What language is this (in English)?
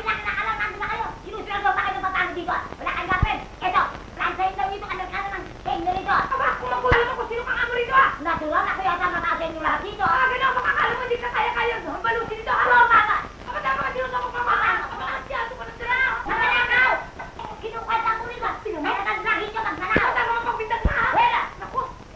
Filipino